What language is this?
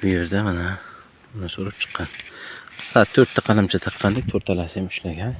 Uzbek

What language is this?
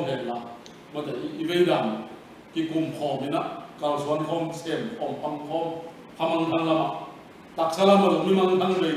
Tedim Chin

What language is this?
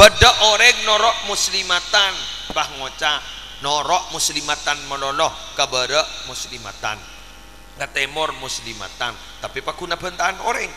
Madurese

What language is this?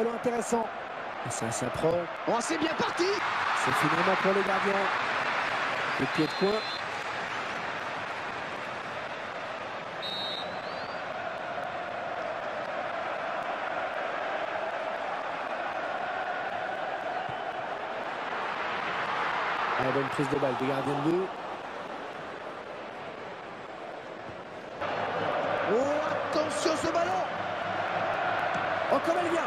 French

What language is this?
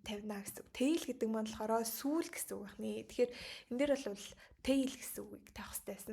Mongolian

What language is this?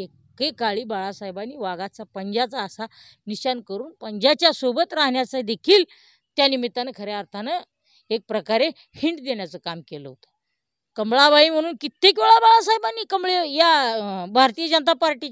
Marathi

